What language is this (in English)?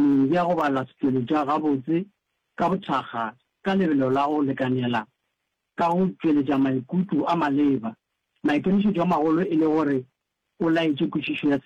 Northern Sotho